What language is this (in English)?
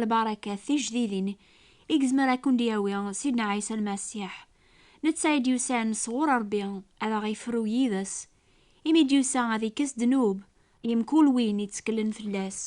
Kabyle